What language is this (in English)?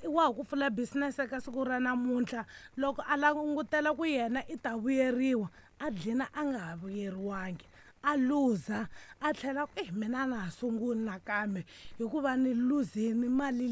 Tsonga